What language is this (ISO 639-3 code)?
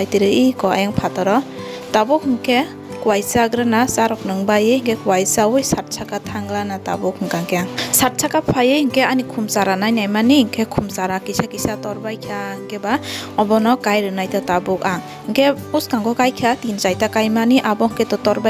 trp